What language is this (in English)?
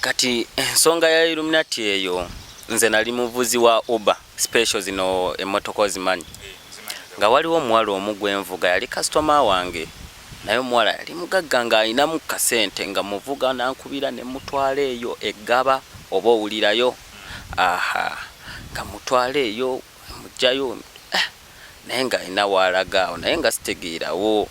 Ganda